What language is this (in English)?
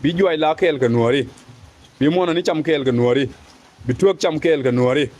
Nuer